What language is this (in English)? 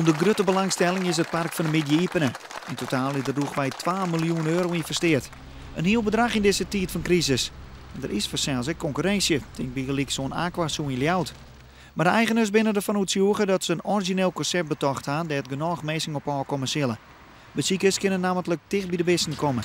Western Frisian